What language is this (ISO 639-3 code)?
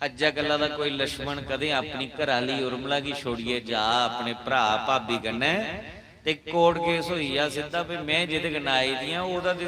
doi